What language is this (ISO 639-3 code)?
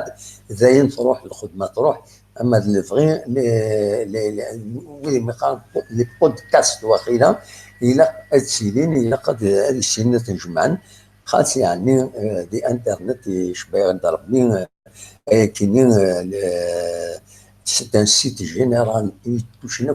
kab